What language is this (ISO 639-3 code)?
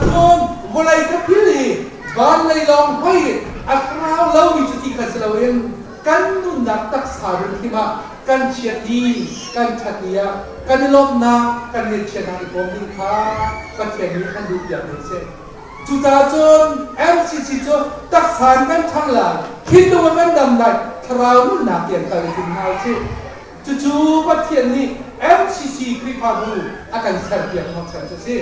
cnh